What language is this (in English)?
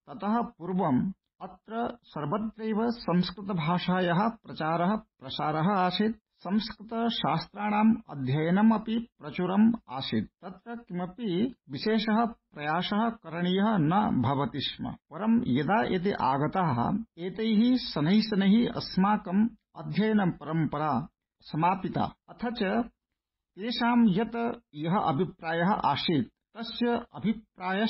Sanskrit